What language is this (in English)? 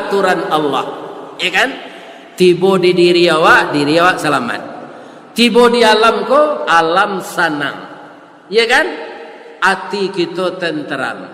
Minangkabau